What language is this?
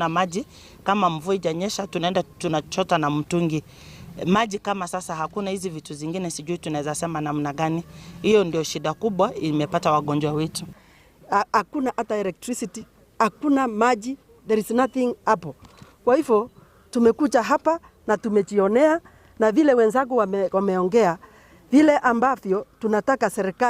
Gusii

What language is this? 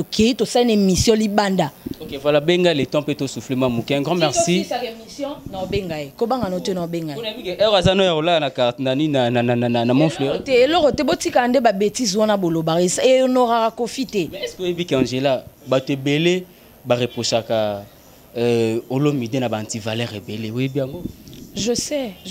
Lingala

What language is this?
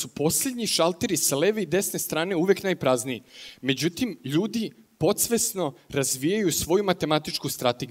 Serbian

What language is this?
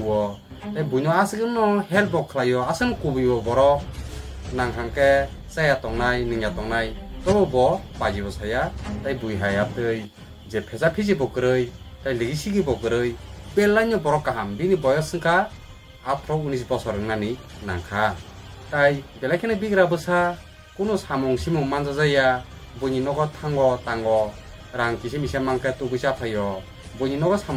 Kok Borok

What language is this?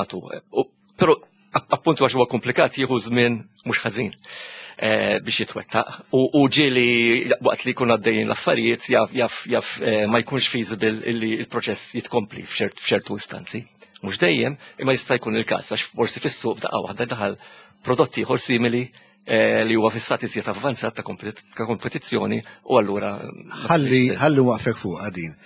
Maltese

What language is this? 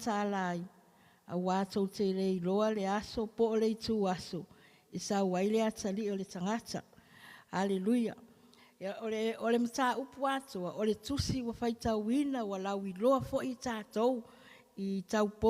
Samoan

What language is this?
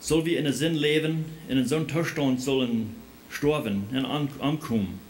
Plautdietsch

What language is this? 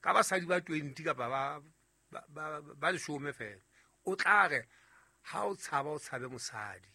Southern Sotho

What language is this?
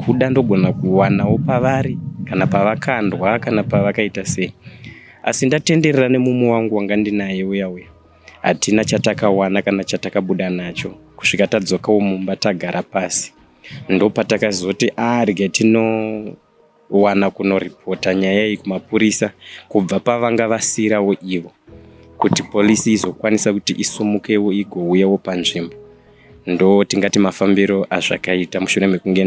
Shona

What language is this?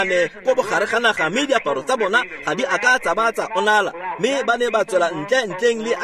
Tswana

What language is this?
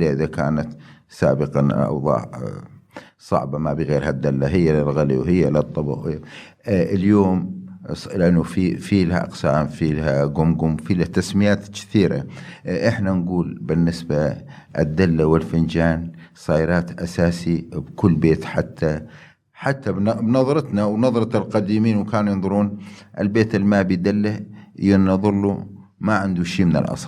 Mesopotamian Arabic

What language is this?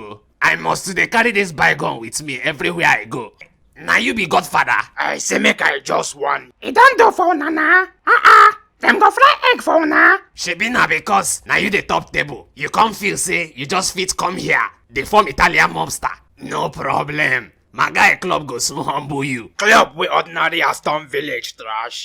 Nigerian Pidgin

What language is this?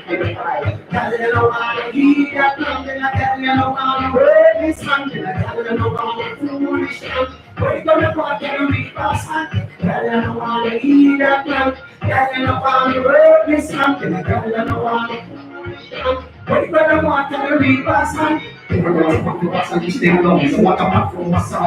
Jamaican Creole English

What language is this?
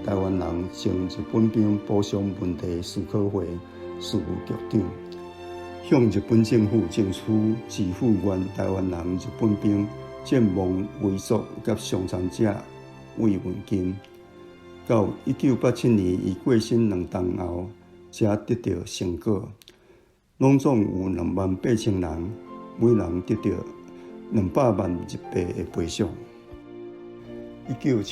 Min Nan Chinese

